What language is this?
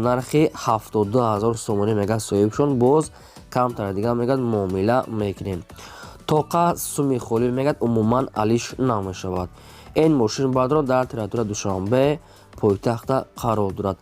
Tajik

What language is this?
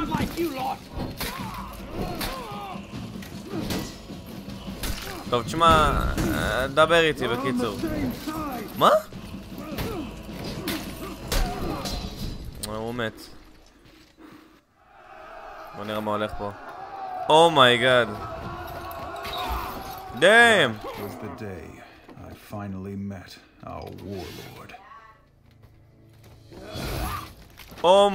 Hebrew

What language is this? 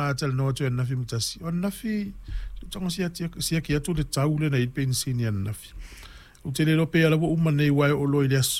Samoan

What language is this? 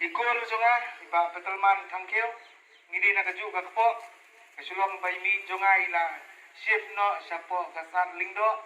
Khasi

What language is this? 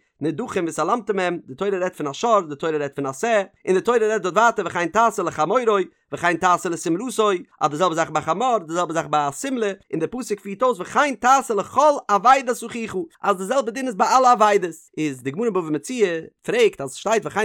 Yiddish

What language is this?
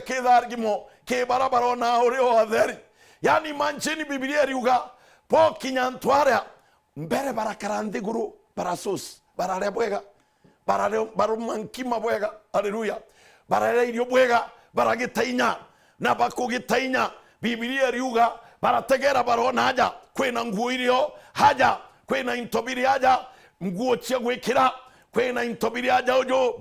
Meru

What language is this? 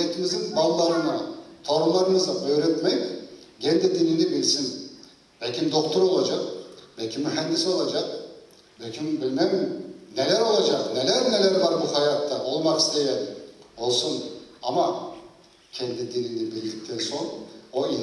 Crimean Tatar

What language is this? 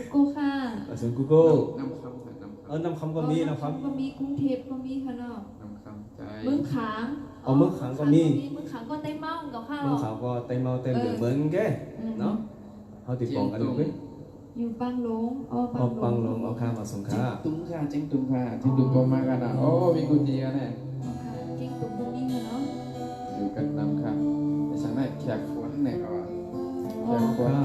Shan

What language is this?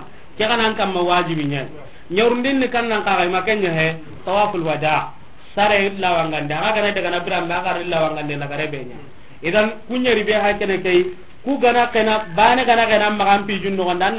Soninke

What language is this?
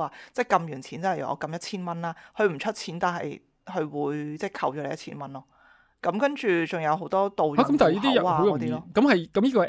Cantonese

